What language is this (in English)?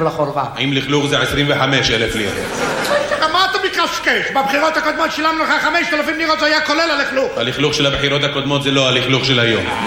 Hebrew